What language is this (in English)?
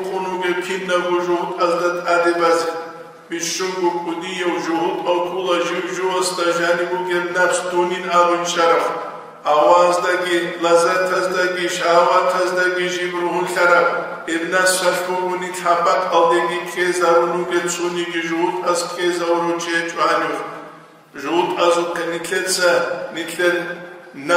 Avaric